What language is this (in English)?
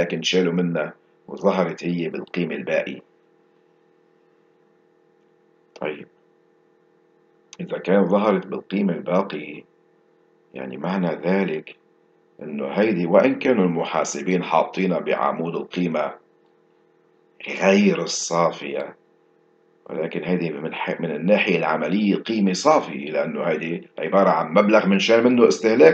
North Levantine Arabic